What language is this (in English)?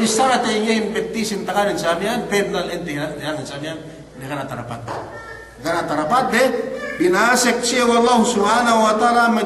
Yakan